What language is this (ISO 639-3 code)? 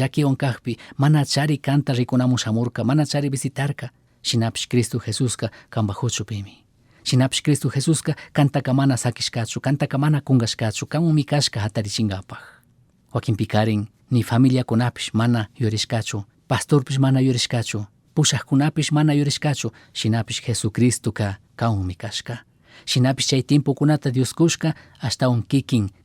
qug